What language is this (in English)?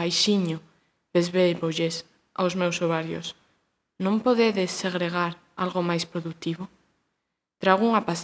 Galician